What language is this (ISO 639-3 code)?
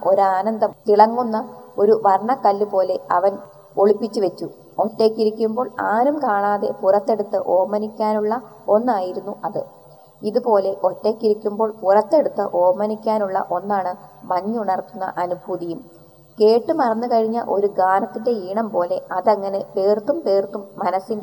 mal